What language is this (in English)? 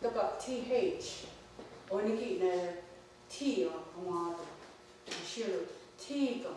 Mohawk